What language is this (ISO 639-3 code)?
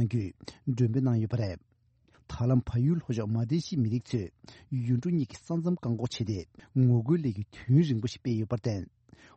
bod